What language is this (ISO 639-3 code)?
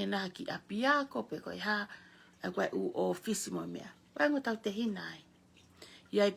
ton